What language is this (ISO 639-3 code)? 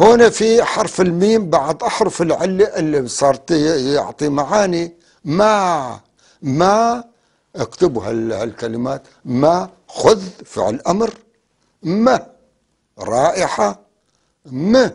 apc